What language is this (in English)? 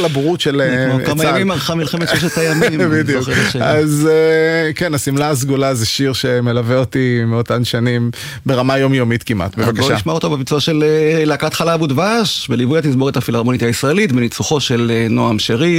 Hebrew